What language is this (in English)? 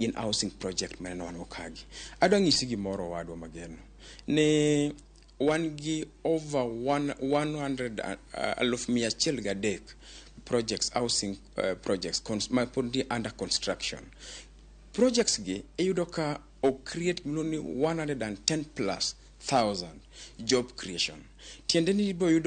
Luo (Kenya and Tanzania)